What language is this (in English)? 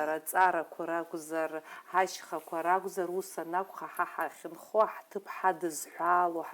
Abkhazian